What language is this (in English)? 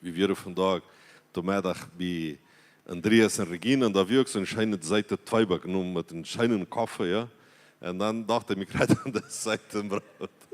Plautdietsch